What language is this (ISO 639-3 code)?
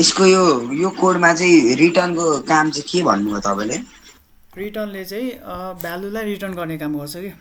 nep